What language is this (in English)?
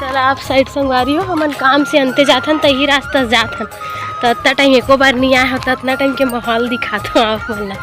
Chhattisgarhi